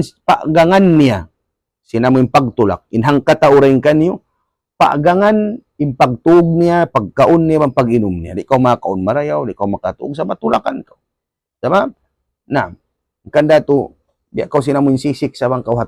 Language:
Tausug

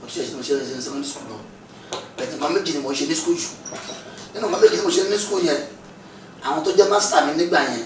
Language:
Yoruba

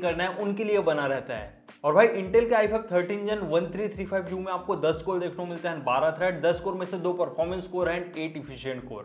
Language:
Hindi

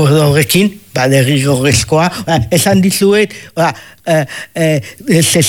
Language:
Basque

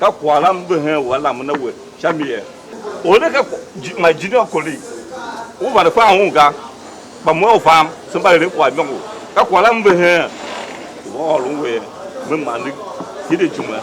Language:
Tiv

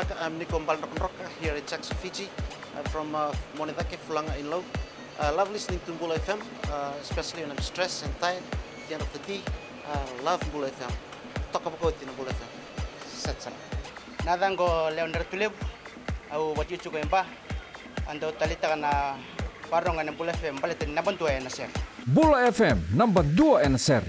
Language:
Fijian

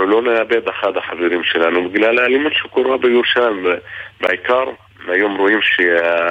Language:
Hebrew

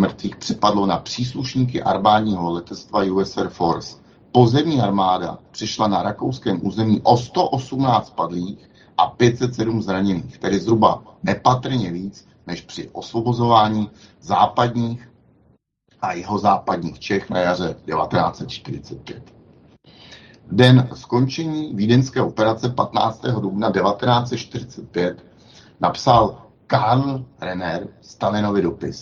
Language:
Czech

